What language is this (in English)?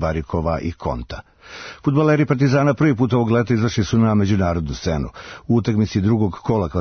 Serbian